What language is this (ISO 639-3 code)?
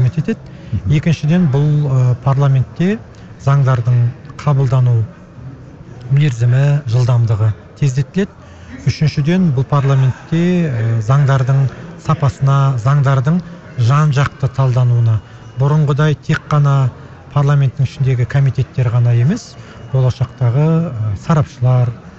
kaz